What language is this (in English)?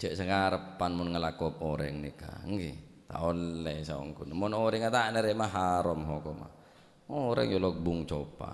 Madurese